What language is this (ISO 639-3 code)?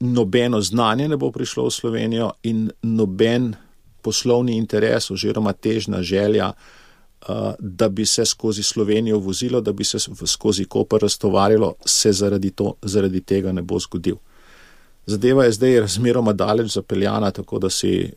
slv